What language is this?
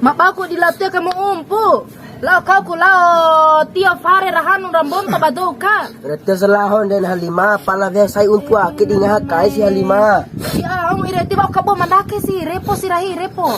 Bima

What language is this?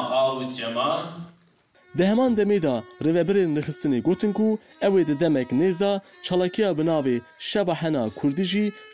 Kurdish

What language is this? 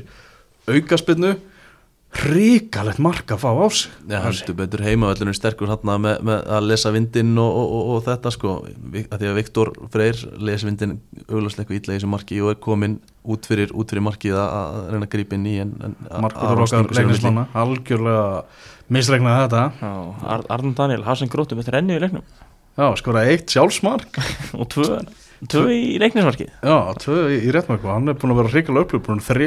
Icelandic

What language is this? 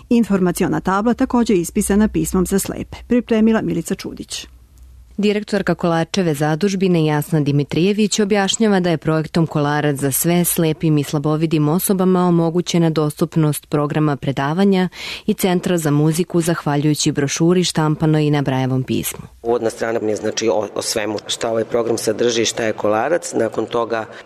Serbian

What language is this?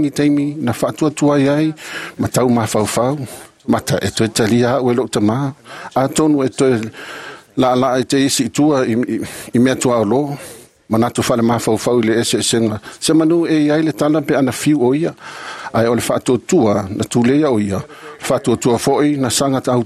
Samoan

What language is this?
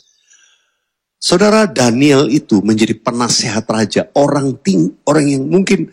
Indonesian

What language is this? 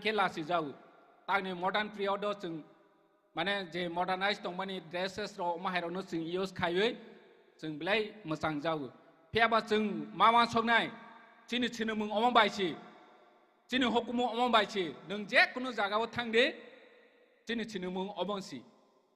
Kok Borok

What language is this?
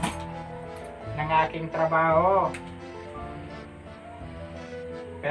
Filipino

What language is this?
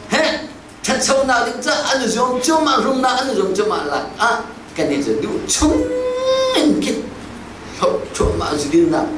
Hakha Chin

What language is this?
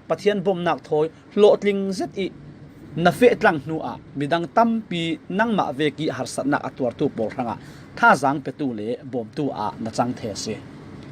Falam Chin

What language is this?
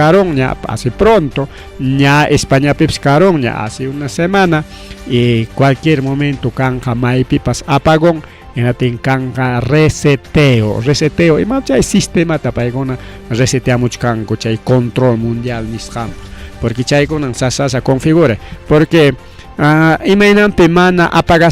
Ayacucho Quechua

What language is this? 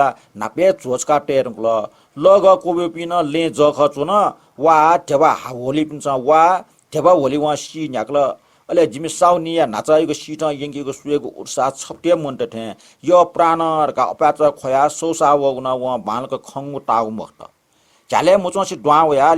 Newari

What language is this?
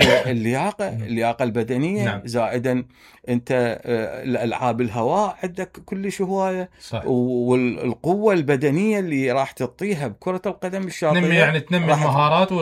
Mesopotamian Arabic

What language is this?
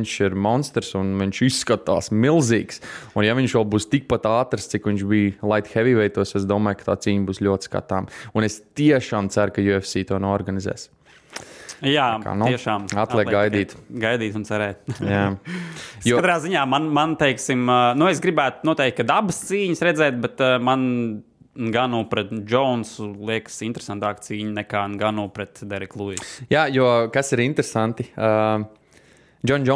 Latvian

